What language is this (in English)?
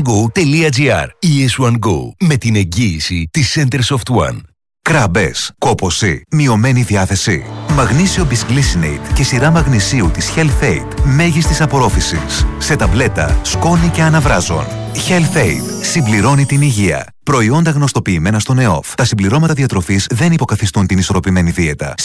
Greek